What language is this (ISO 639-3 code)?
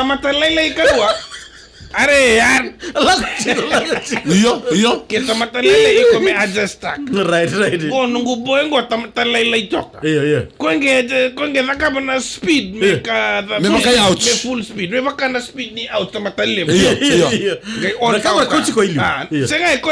fij